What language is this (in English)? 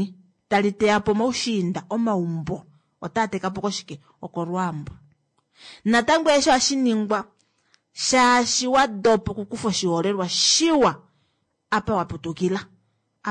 Kuanyama